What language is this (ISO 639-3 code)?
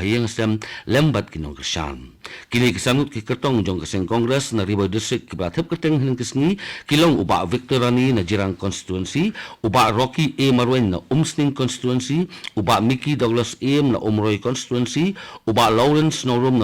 kha